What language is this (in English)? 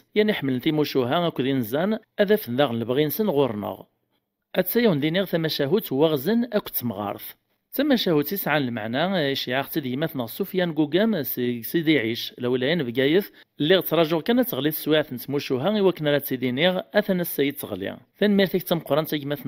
Kabyle